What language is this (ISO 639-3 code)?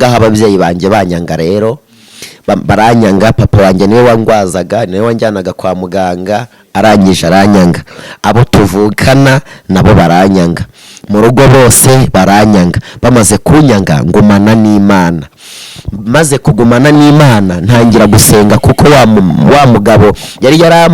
kin